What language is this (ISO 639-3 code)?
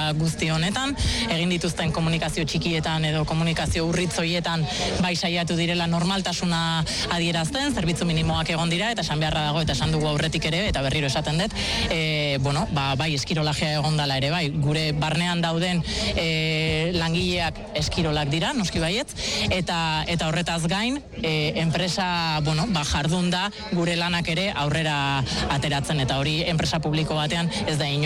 eus